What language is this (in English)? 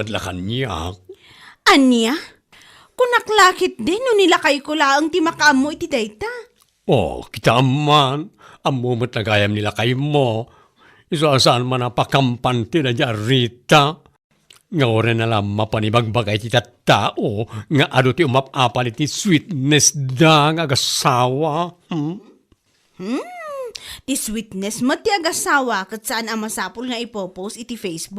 Iloko